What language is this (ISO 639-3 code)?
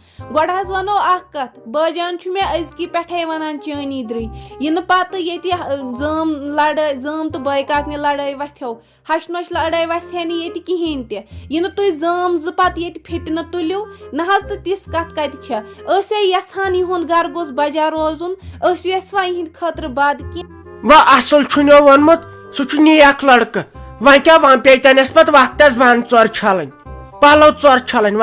kas